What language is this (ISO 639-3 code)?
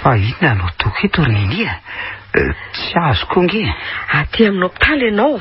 mlg